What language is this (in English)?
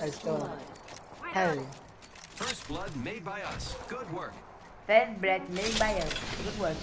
Morisyen